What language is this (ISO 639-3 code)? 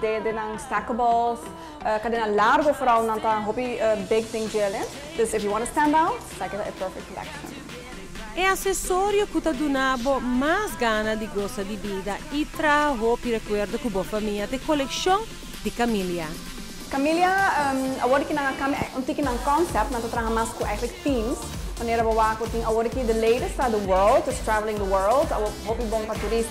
pap